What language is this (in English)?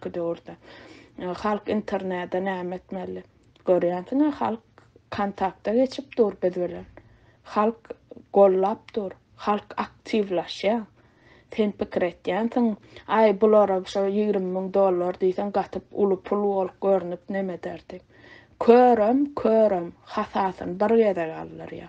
Turkmen